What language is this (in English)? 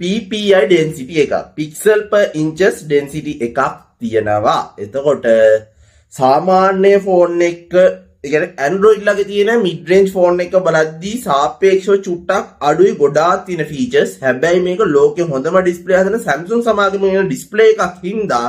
Sinhala